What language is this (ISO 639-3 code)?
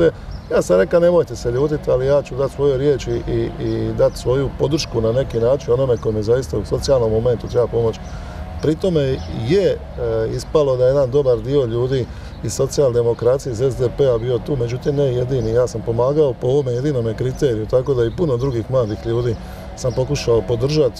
hrv